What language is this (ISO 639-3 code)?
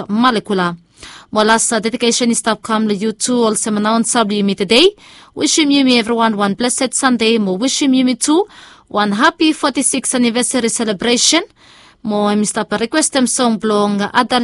bis